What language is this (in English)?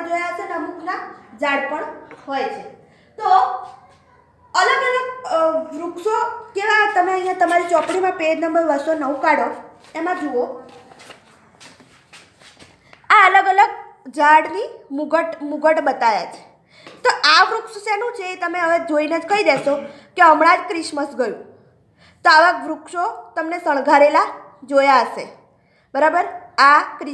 Gujarati